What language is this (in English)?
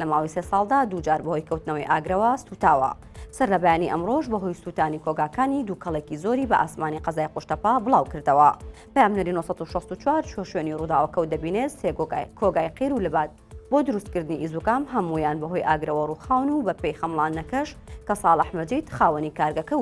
Central Kurdish